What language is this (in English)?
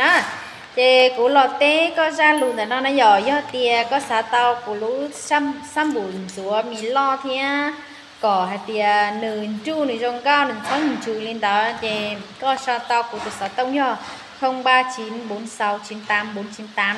Hmong